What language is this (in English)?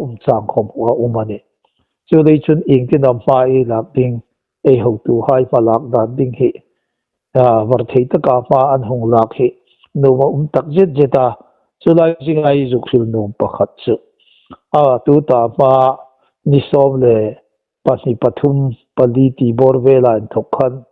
Hmar